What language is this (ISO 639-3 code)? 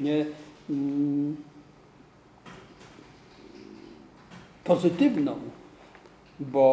pol